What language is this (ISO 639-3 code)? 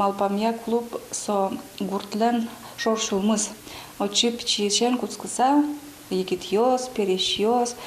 udm